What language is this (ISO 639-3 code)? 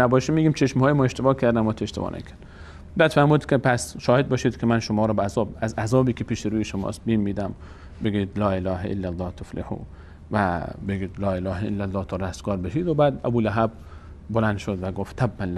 fas